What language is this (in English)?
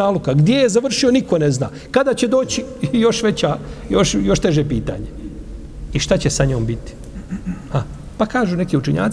Bosnian